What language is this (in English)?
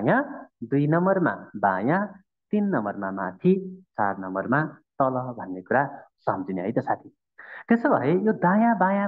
Nepali